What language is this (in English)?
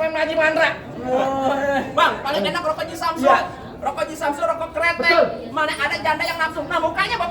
Betawi